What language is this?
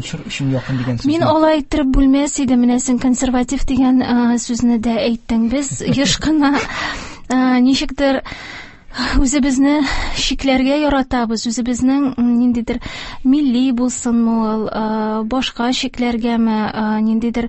Tatar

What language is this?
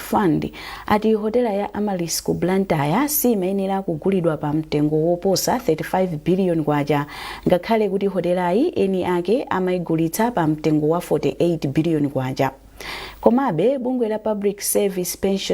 Nyanja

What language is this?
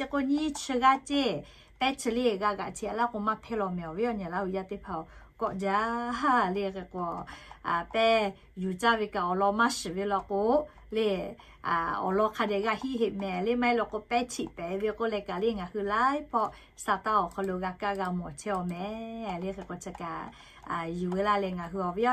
Lahu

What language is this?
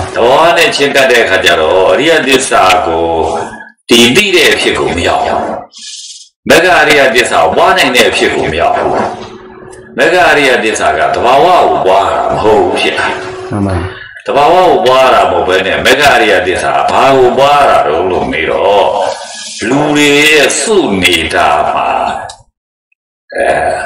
Burmese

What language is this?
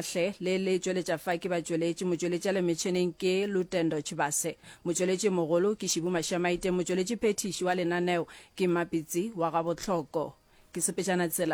Northern Sotho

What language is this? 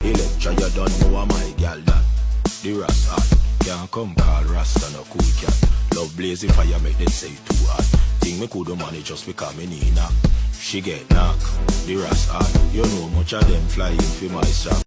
Jamaican Creole English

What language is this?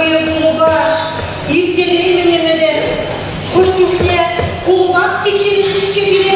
Chuvash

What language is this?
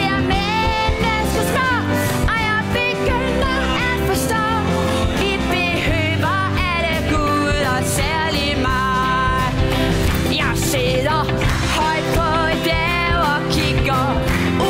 Danish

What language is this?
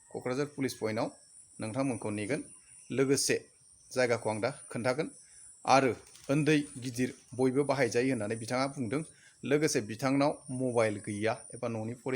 Bodo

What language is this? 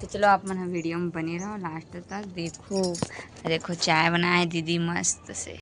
Chhattisgarhi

